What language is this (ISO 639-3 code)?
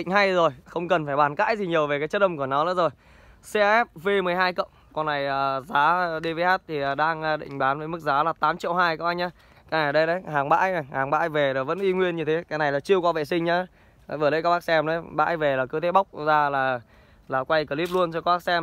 vie